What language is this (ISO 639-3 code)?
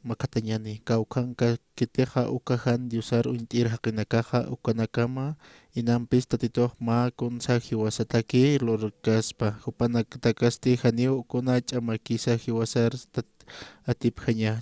aym